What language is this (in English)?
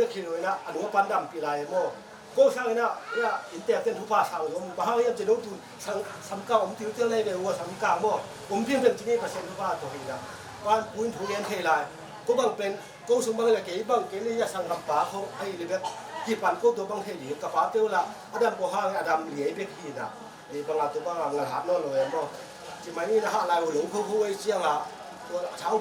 Tedim Chin